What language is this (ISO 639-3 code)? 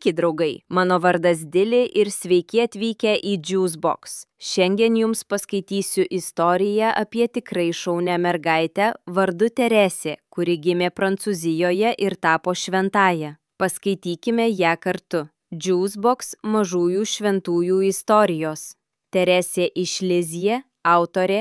lit